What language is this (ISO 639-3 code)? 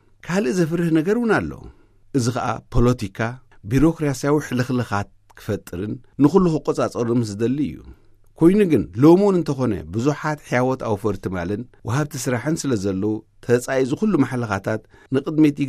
tir